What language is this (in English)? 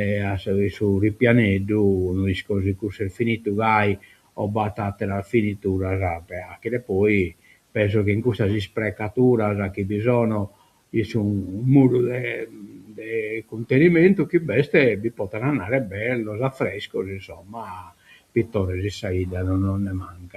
Sardinian